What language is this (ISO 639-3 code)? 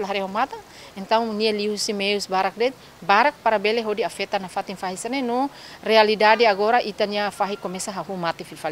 tet